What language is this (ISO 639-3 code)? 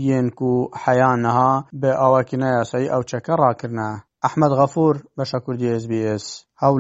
kur